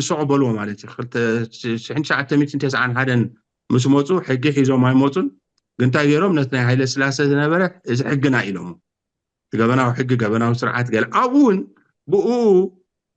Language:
Tigrinya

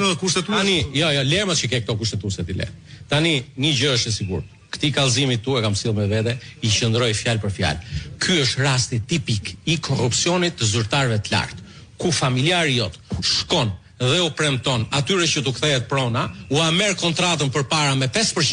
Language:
Albanian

